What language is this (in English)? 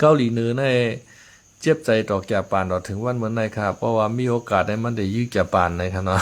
Shan